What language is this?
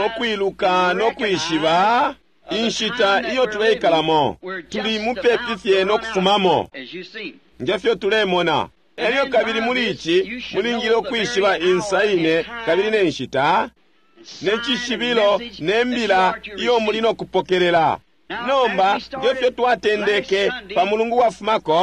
Bemba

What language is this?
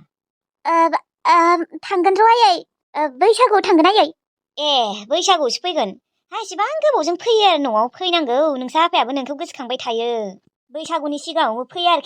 Bodo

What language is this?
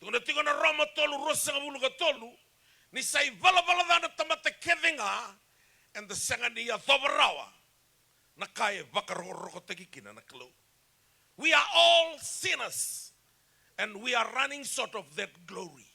Fijian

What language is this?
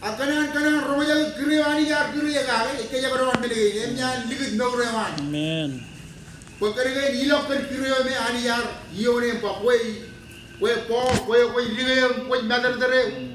Marshallese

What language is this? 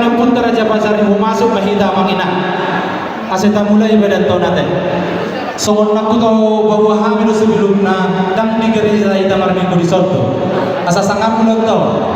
Batak Toba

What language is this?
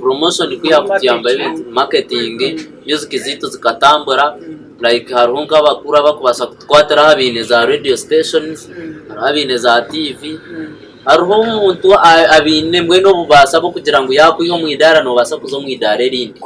Nyankole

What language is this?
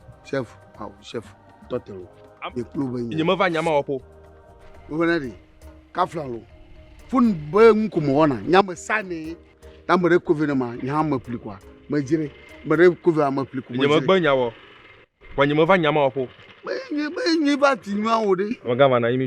Ewe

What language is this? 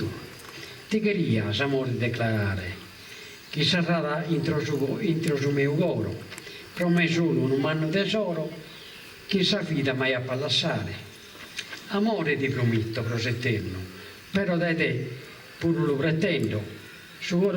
Sardinian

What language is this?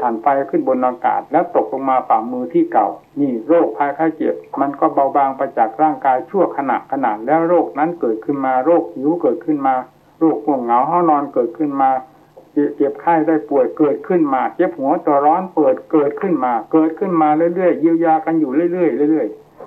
Thai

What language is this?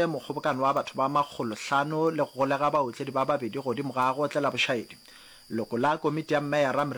Northern Sotho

